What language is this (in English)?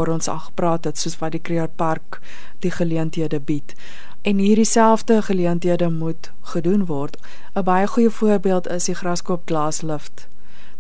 Afrikaans